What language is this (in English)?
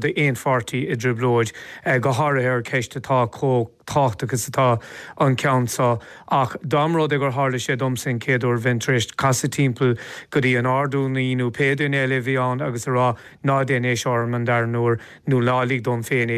Irish